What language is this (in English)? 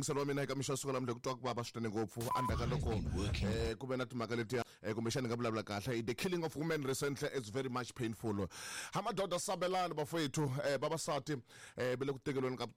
Tsonga